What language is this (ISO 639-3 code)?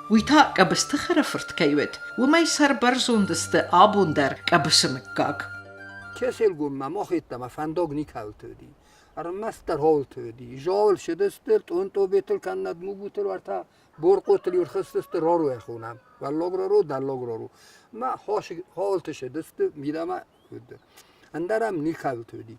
oss